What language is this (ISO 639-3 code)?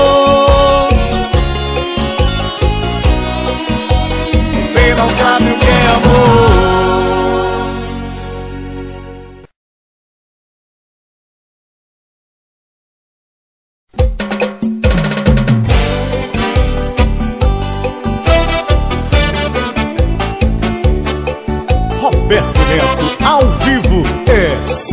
por